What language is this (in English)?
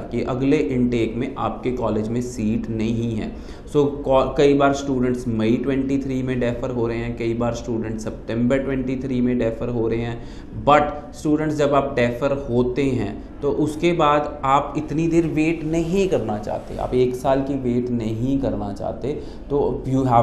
Hindi